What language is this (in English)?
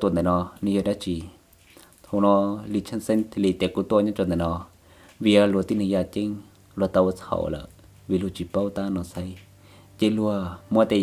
Hmong